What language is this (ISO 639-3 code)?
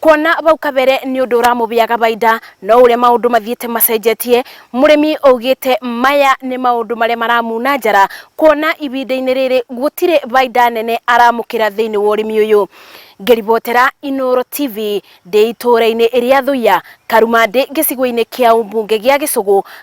kik